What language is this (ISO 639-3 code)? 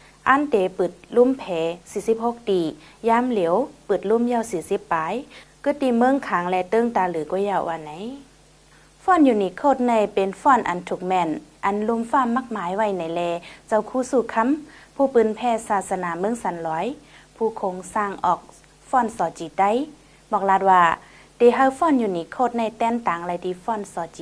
shn